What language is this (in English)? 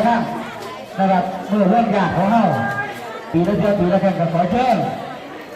Northeastern Thai